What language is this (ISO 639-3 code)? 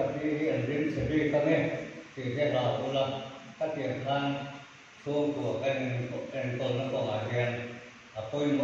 lus